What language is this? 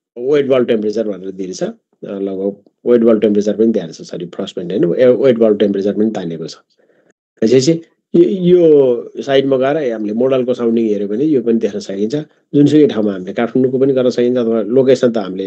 Nepali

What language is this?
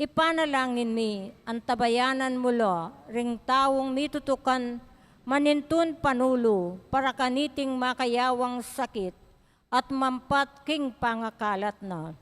Pampanga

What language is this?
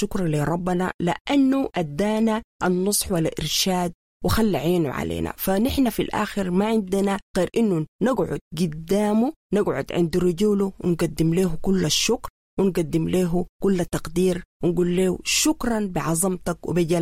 Sudanese Arabic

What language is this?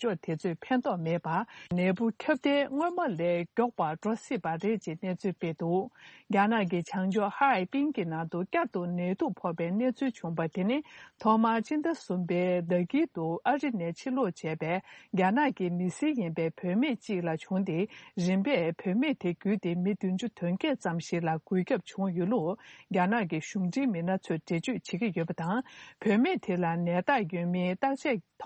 Tibetan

